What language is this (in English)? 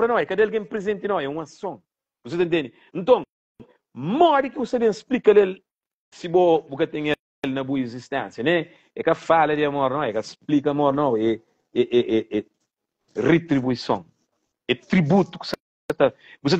Kabuverdianu